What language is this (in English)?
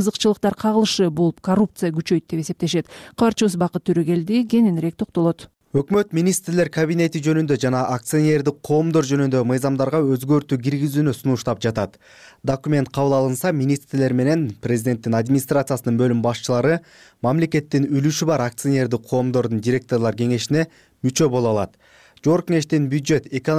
Kyrgyz